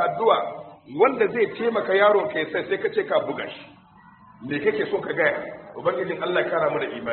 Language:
Hausa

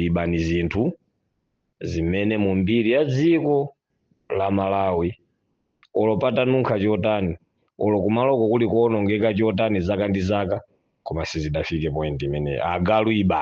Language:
Nyanja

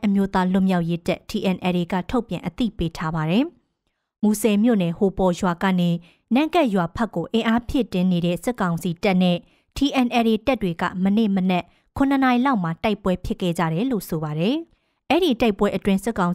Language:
Burmese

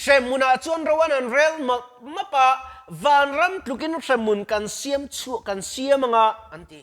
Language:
Mizo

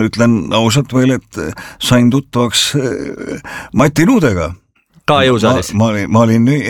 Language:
Estonian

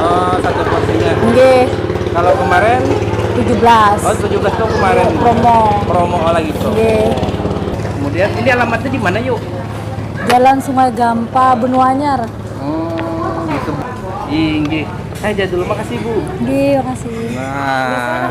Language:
Banjar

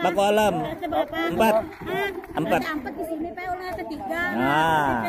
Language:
Banjar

